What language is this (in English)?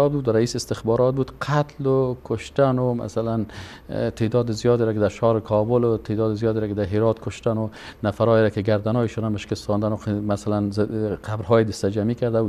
Persian